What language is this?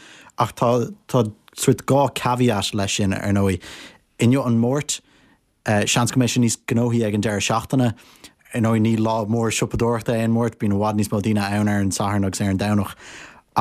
Irish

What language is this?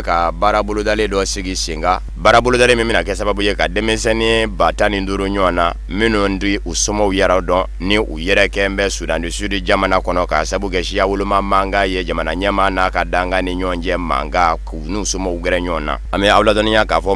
Bambara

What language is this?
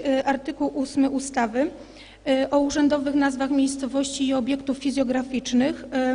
Polish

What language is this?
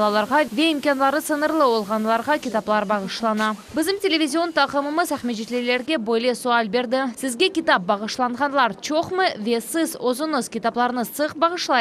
Crimean Tatar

